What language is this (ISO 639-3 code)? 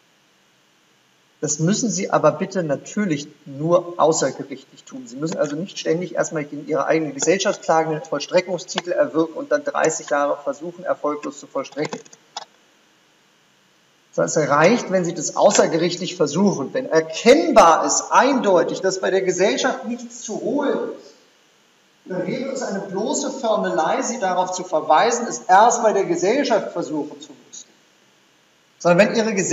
deu